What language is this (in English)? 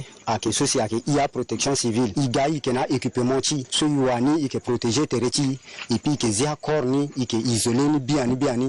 Sango